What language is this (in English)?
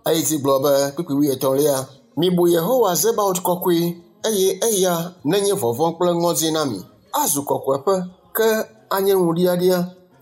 Ewe